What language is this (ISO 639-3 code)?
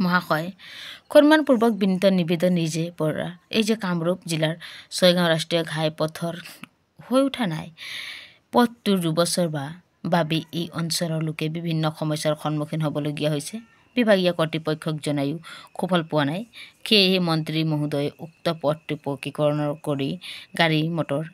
asm